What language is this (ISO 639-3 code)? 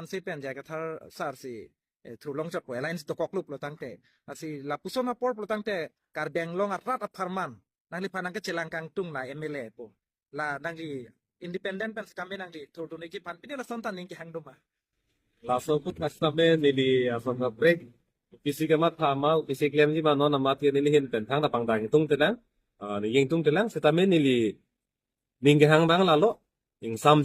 mjw